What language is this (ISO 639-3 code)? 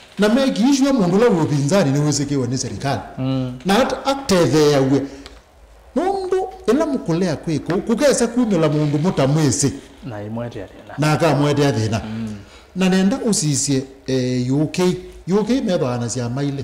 kam